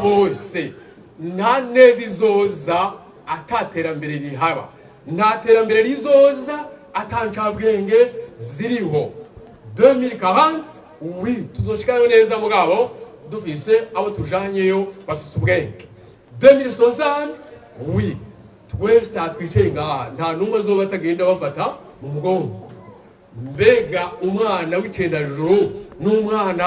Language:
Rundi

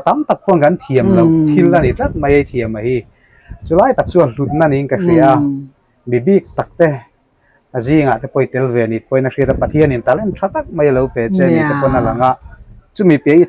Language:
Mizo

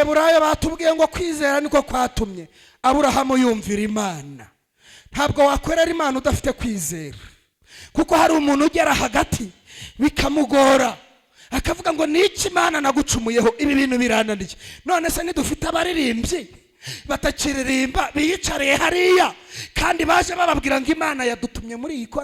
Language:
Kinyarwanda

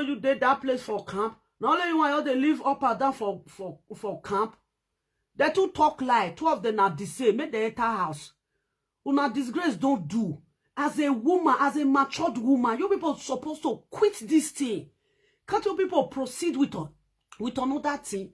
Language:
Nigerian Pidgin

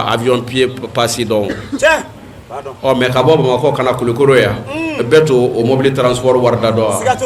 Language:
Bambara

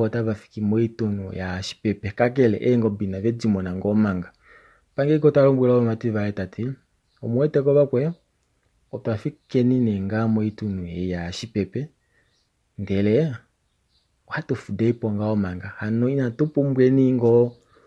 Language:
Kuanyama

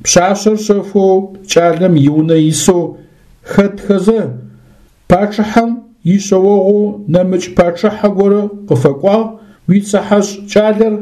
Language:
Adyghe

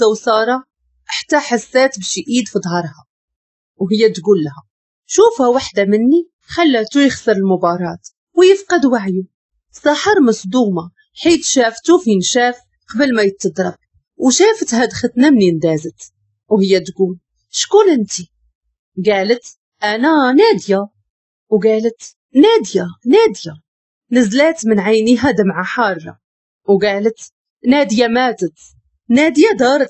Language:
Moroccan Arabic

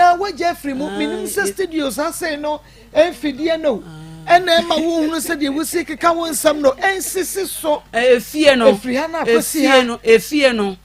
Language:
Akan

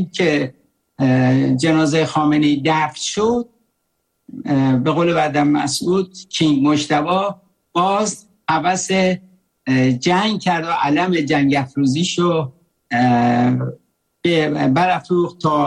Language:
Persian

